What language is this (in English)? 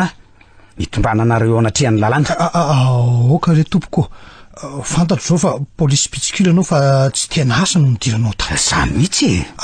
Malagasy